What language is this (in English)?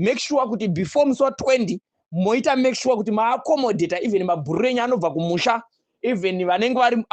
Shona